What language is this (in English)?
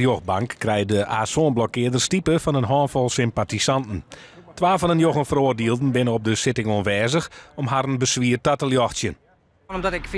Western Frisian